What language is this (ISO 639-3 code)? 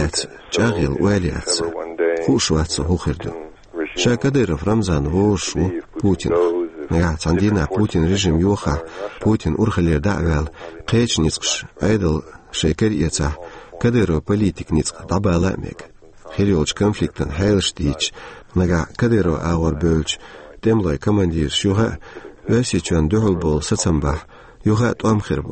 che